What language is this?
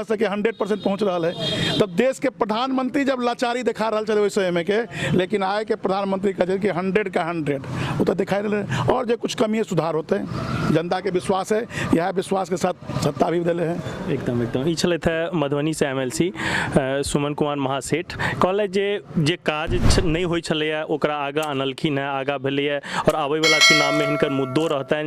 Maithili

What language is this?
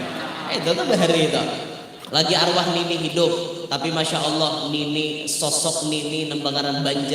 Banjar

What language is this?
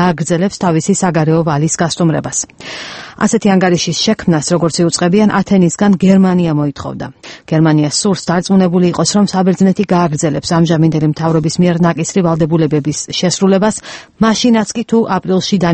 Georgian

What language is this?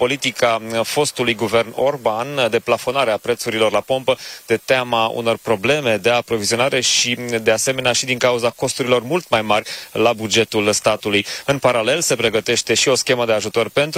Romanian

